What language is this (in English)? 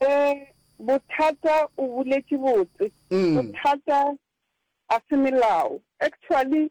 Northern Sotho